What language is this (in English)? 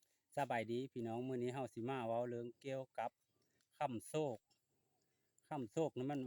Lao